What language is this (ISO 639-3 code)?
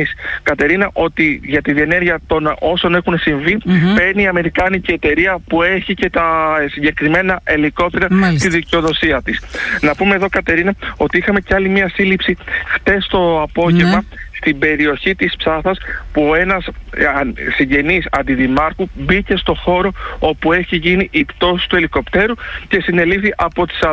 ell